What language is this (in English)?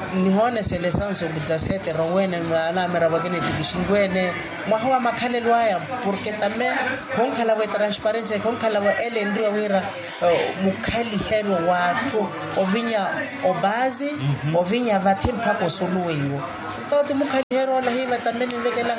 Makhuwa